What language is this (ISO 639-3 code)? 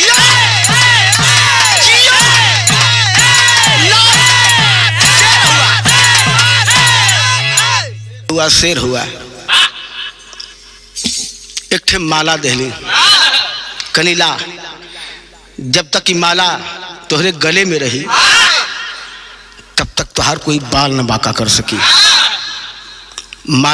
bho